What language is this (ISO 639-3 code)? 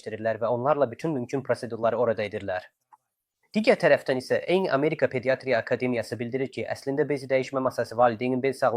aze